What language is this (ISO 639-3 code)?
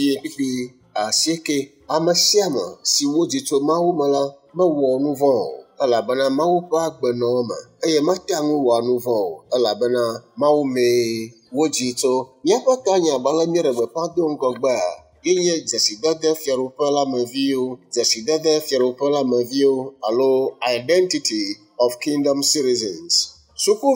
ewe